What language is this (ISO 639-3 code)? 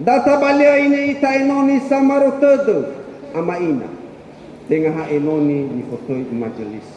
nia